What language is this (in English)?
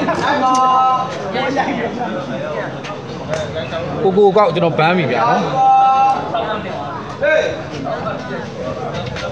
Burmese